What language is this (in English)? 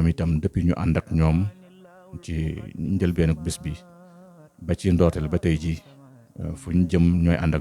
Wolof